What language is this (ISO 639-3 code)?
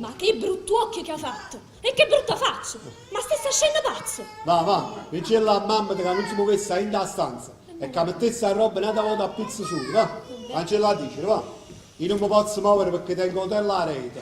nap